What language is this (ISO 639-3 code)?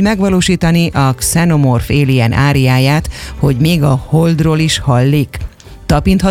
hun